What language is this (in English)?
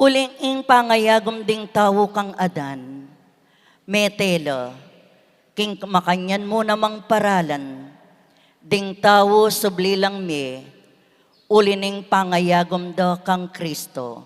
Pampanga